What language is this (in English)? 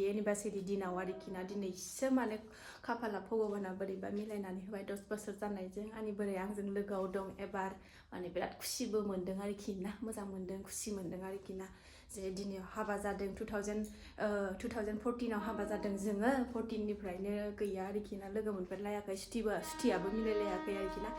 Bodo